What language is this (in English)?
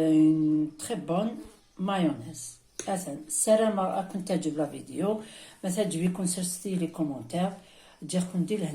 Kabyle